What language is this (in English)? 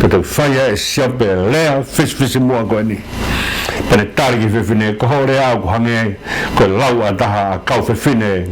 Tongan